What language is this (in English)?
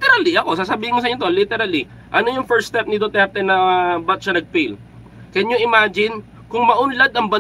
Filipino